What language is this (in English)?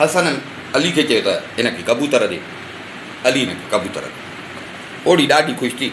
Sindhi